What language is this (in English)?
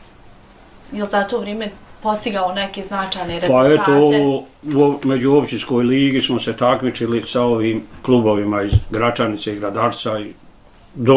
Bosnian